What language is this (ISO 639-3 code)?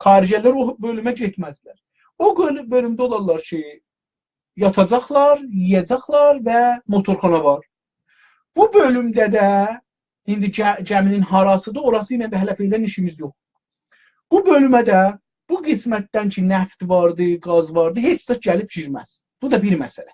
azb